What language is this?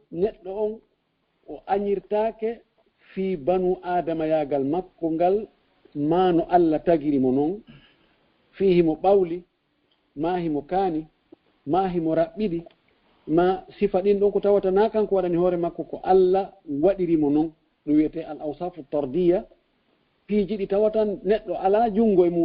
Fula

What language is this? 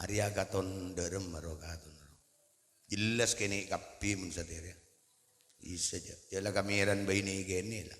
Madurese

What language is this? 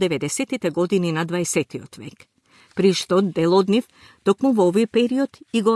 Macedonian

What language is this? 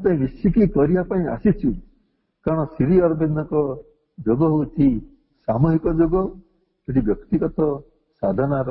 Odia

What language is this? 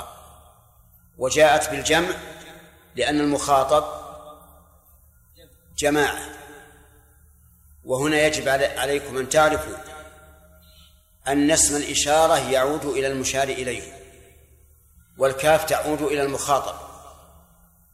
Arabic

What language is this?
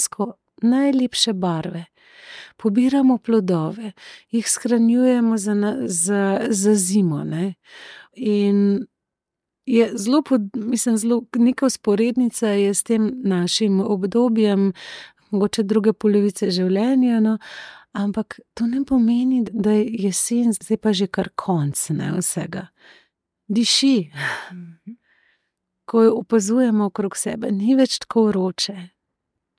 Slovenian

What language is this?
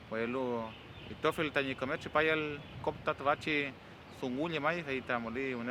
Mapuche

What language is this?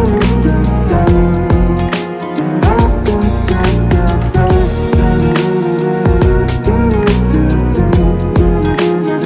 Kazakh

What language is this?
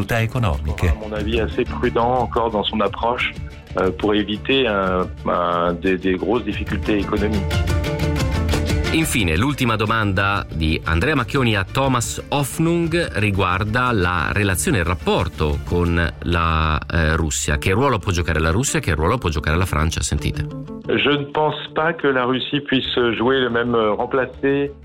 Italian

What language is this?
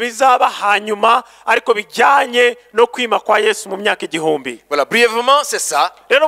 Kinyarwanda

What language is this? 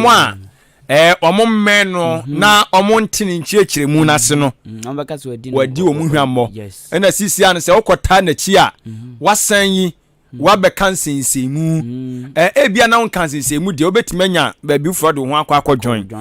Akan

